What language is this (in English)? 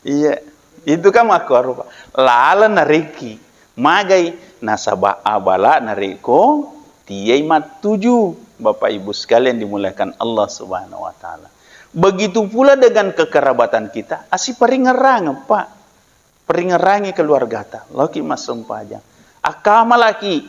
Buginese